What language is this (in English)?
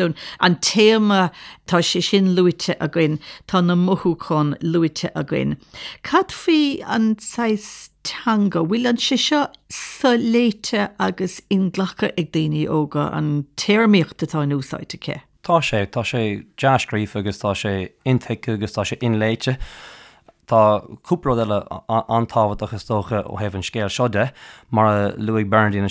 Irish